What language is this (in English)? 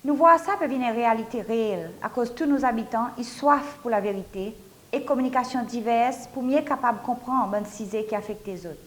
Seselwa Creole French